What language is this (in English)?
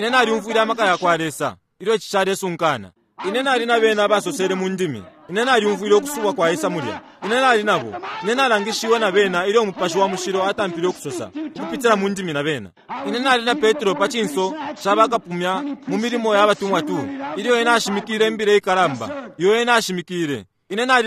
Bemba